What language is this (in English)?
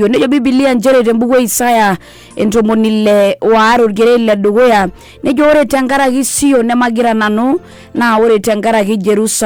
Masai